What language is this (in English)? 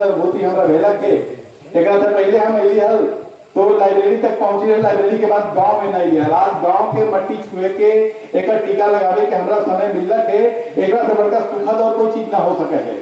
Magahi